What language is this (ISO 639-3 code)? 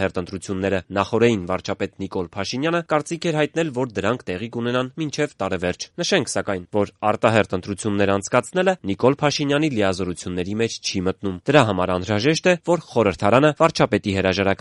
hye